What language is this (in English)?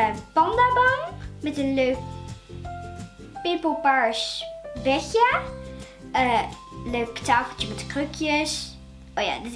Dutch